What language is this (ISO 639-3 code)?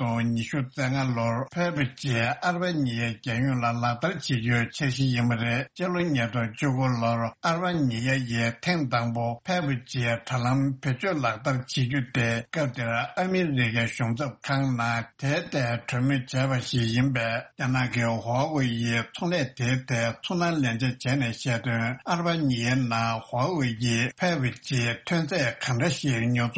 bod